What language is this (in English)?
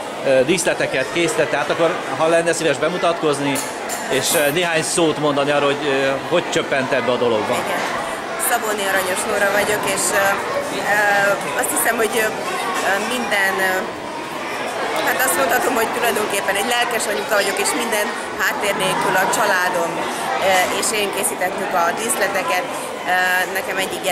Hungarian